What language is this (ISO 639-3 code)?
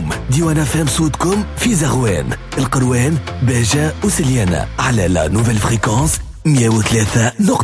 aeb